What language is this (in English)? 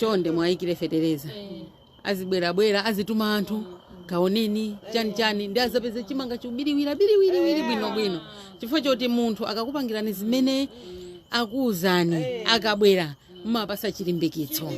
Nyanja